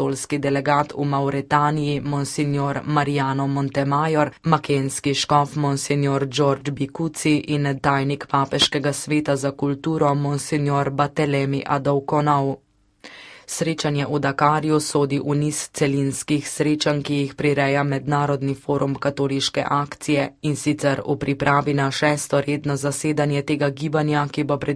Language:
Slovenian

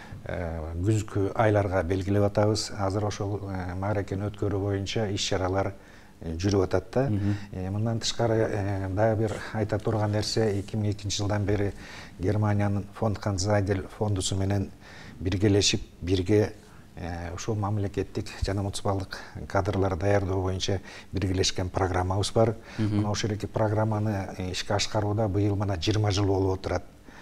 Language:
Kyrgyz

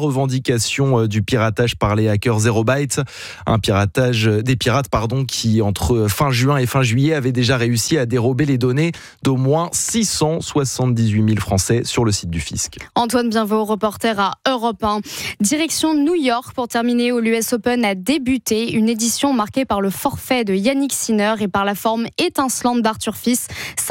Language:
French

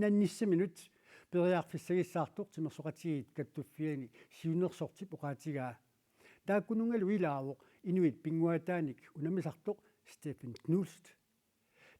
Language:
Kalaallisut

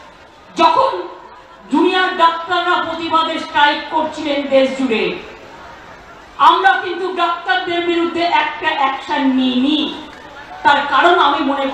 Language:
Bangla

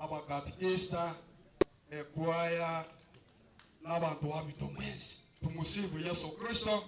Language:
Gusii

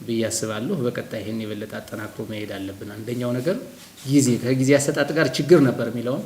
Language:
Amharic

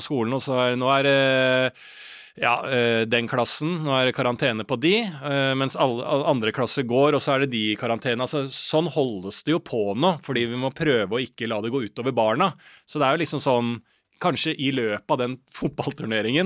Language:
Norwegian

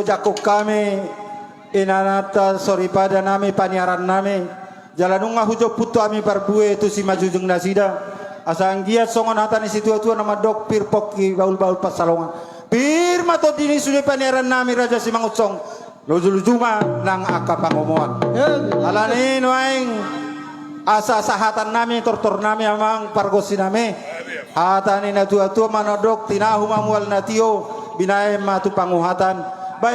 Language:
Batak Toba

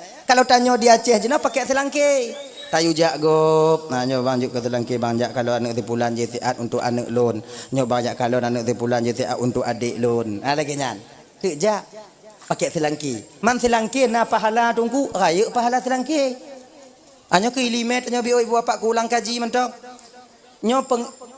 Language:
Achinese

